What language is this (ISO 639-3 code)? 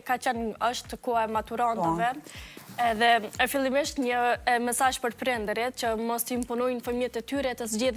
sqi